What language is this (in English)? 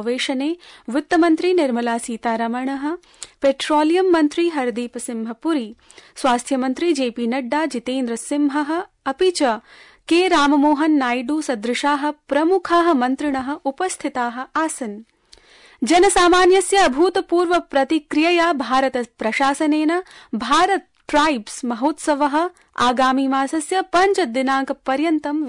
Sanskrit